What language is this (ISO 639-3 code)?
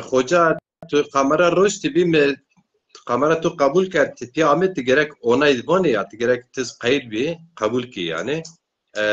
zza